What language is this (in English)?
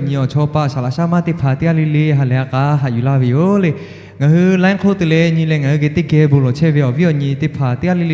Lahu